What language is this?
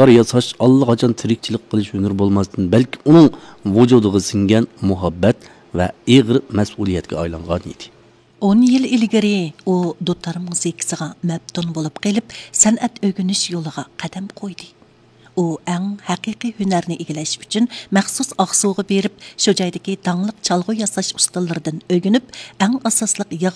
Uyghur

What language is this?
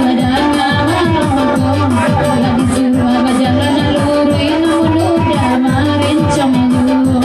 Minangkabau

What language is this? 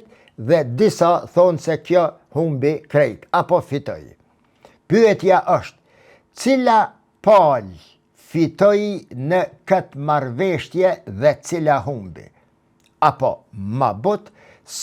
Albanian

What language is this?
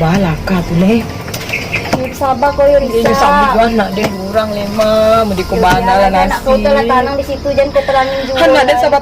Minangkabau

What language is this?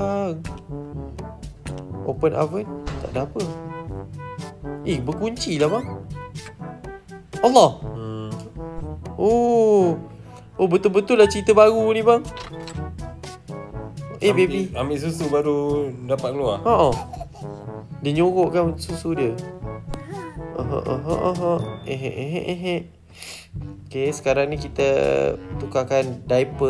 Malay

